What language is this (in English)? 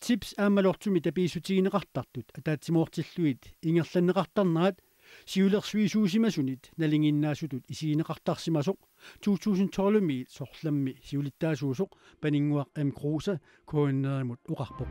Kalaallisut